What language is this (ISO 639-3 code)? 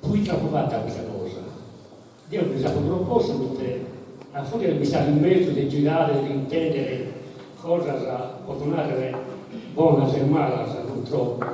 srd